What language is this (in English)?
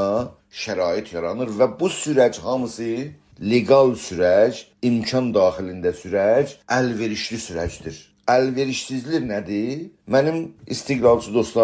South Azerbaijani